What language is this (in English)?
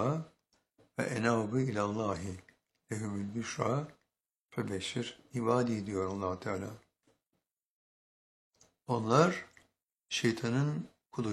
Turkish